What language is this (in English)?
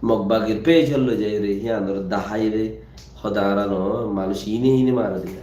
Rohingya